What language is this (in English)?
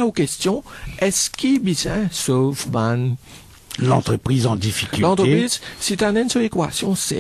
Morisyen